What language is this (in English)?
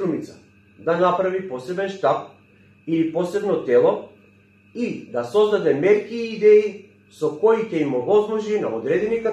Macedonian